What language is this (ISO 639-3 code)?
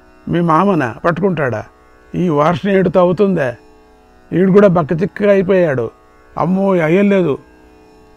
tel